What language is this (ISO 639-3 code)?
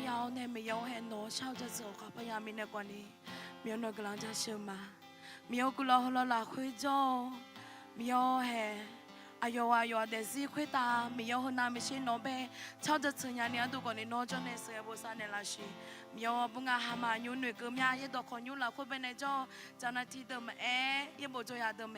ahk